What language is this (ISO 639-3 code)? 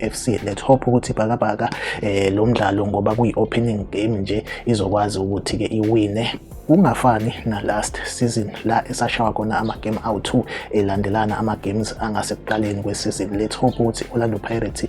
zul